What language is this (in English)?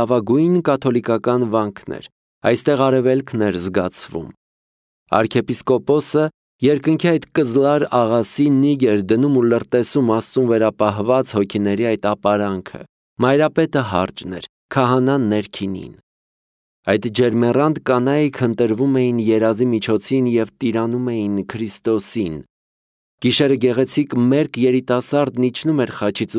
Armenian